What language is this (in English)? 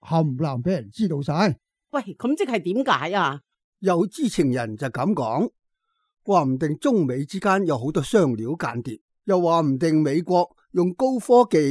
Cantonese